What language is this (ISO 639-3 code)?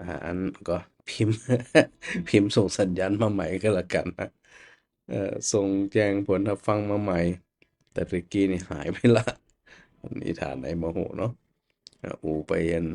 nod